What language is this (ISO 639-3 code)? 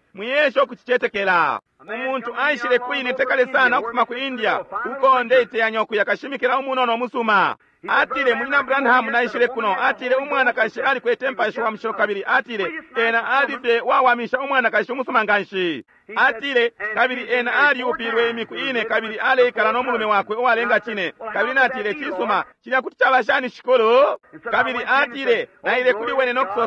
bem